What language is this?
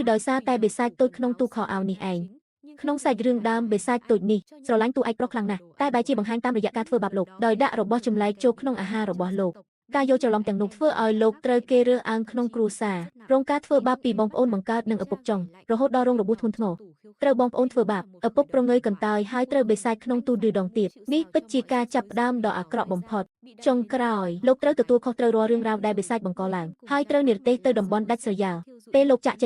Khmer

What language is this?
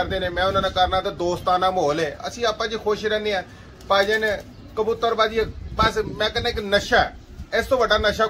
Punjabi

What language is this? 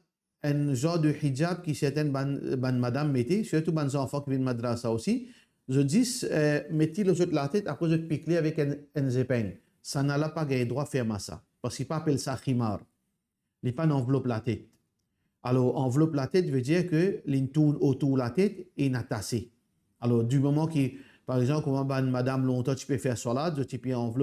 Morisyen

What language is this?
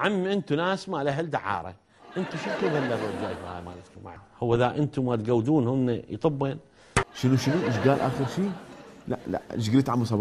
Mesopotamian Arabic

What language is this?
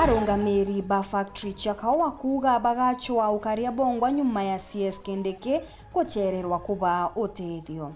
Meru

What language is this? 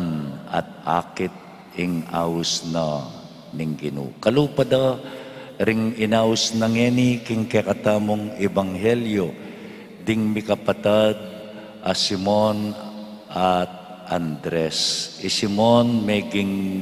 Pampanga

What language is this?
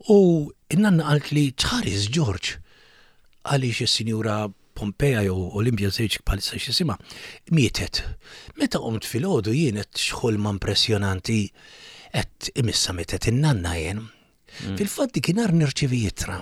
Maltese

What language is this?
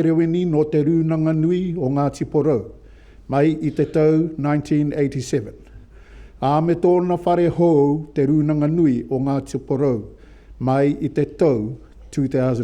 Māori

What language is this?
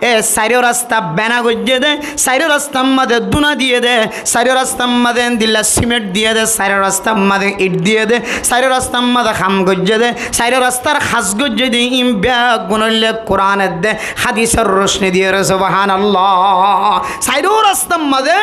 Rohingya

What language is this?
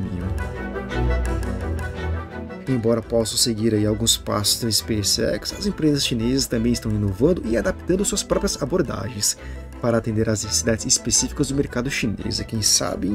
Portuguese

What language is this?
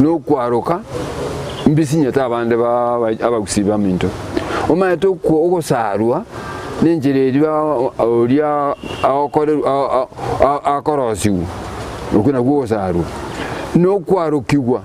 Gusii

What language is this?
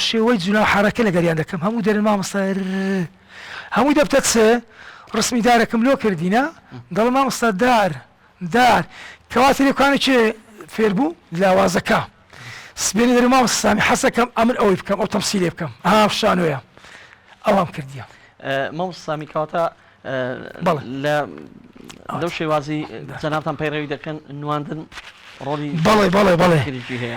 Central Kurdish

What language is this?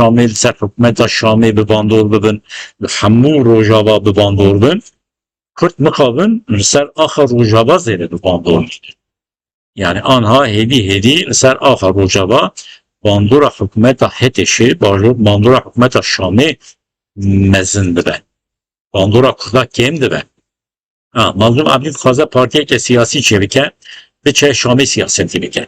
Kurdish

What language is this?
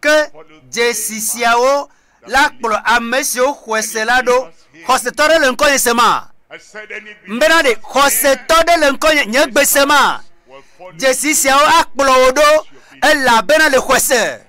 Ewe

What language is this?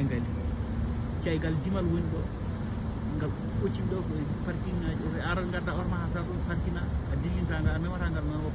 Fula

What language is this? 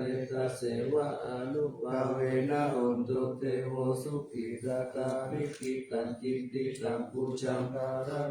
Pali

